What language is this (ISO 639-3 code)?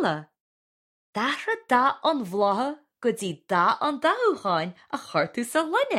gle